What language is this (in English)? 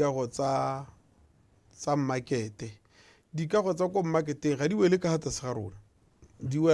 Tswana